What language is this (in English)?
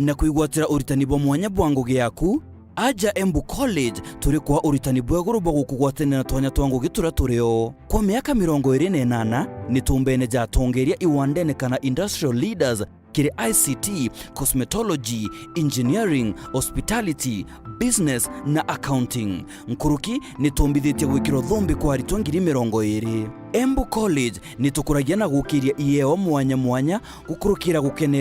Meru